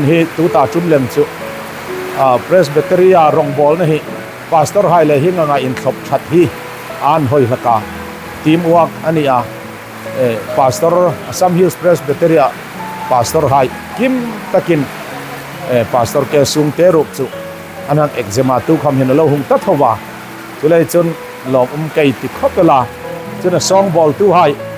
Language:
Hmar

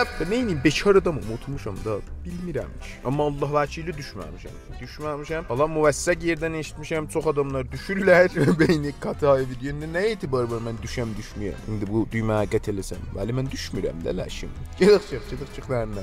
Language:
South Azerbaijani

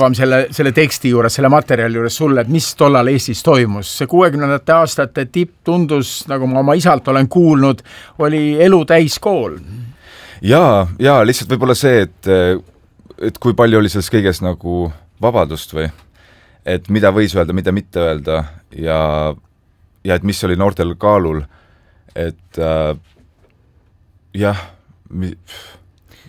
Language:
Estonian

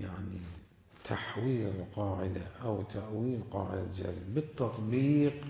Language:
Mesopotamian Arabic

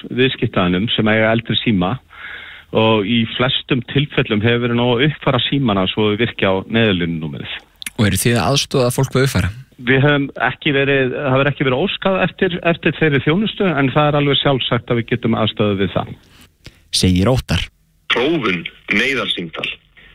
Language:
Icelandic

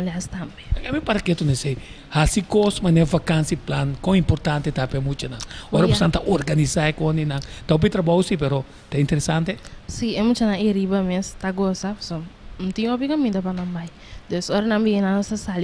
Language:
Papiamento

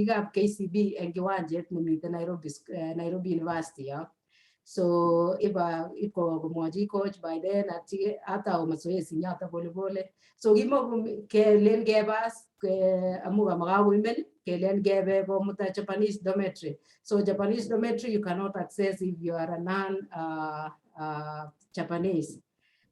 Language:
Kalenjin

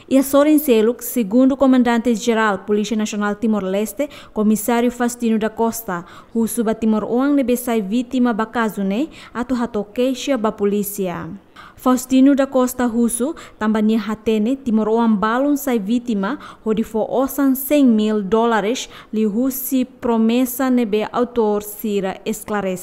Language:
Tetum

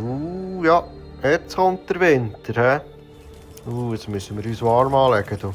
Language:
Swiss German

